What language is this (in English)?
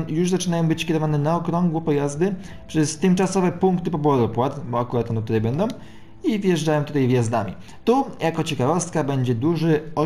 Polish